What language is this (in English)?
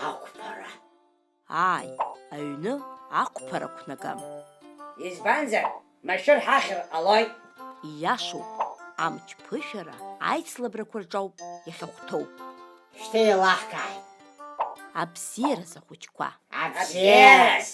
Abkhazian